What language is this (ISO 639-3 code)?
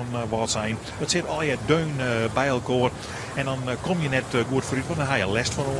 fry